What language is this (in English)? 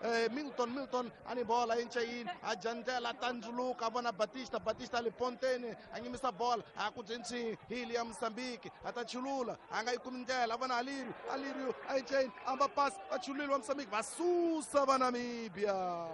Tsonga